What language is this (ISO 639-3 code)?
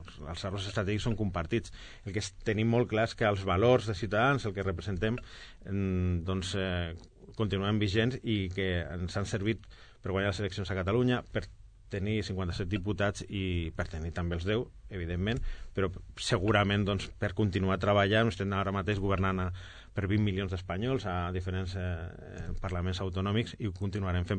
cat